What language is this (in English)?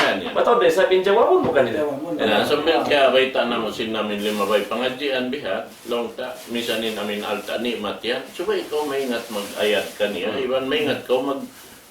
Tausug